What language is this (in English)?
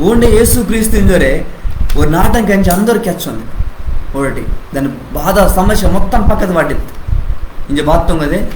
Koya